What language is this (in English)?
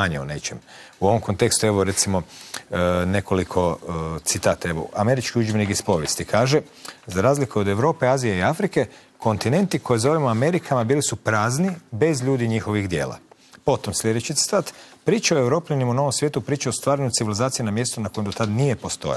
Croatian